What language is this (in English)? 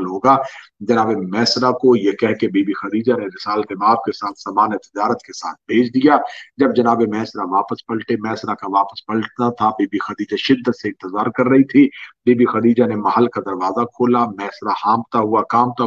Urdu